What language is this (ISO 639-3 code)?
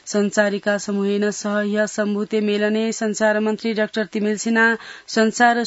san